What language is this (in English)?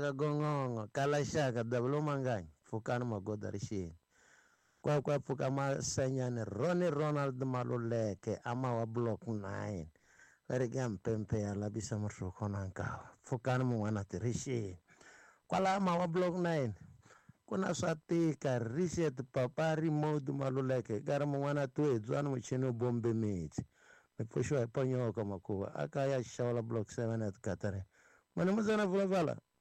Tsonga